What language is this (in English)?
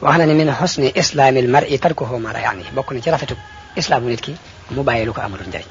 Wolof